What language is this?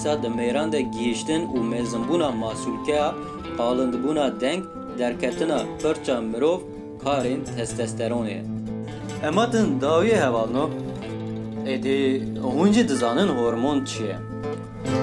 Kurdish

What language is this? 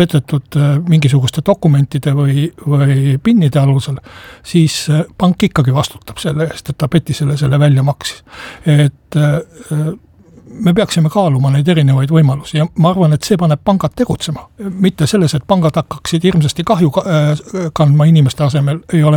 Estonian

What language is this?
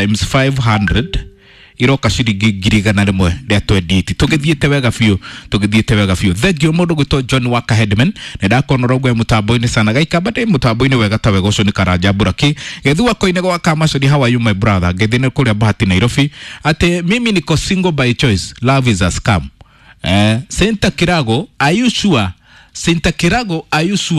Kikuyu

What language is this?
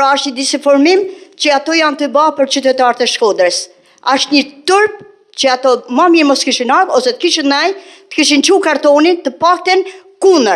Albanian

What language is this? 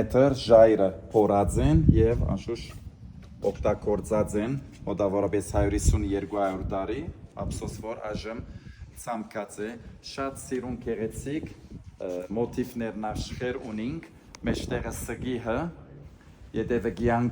Western Armenian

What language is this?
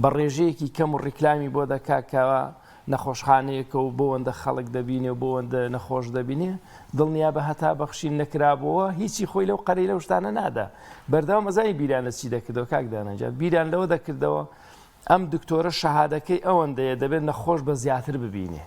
Central Kurdish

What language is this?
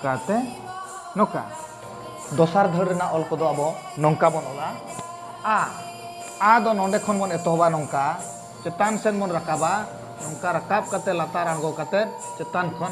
Santali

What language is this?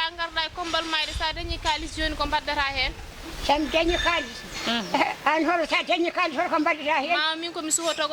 Fula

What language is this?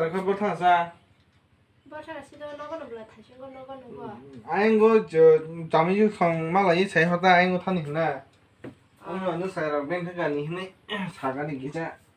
Kok Borok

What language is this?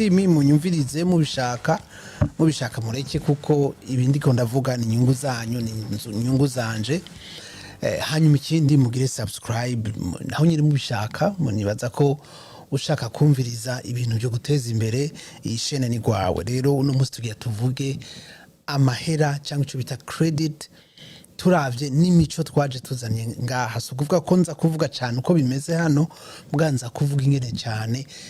Rundi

